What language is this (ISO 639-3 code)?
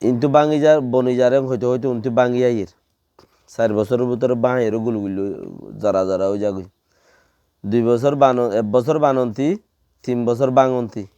rhg